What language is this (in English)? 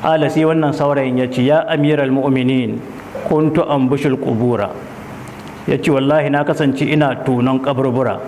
Hausa